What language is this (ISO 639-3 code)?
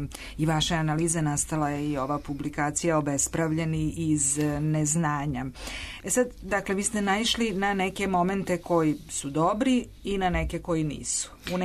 srp